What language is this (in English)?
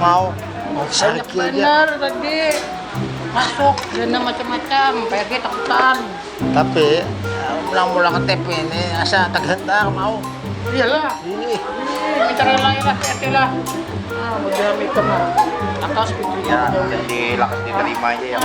Banjar